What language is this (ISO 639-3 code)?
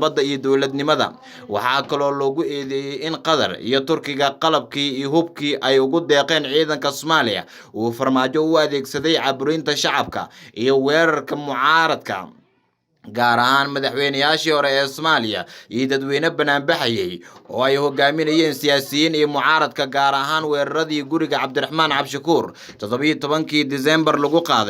som